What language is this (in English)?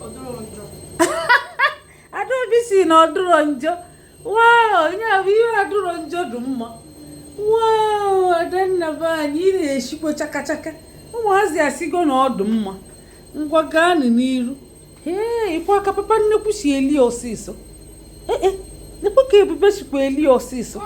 Igbo